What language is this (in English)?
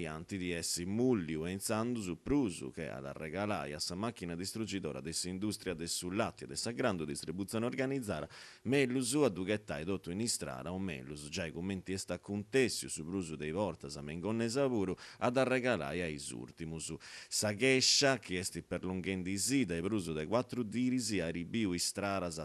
Sardinian